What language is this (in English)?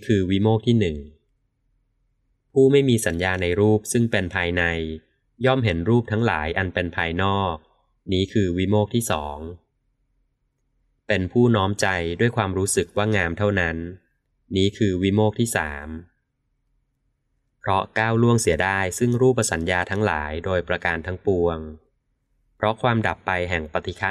Thai